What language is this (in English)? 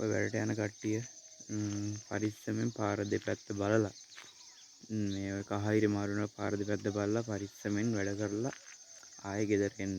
Sinhala